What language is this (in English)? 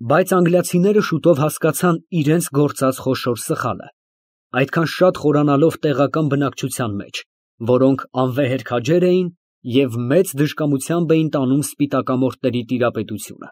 Armenian